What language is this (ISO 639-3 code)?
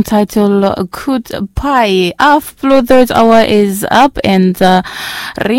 bis